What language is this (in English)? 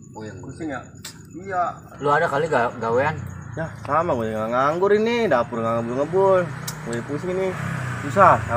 Betawi